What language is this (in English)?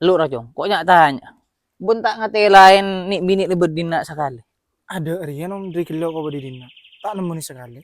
Madurese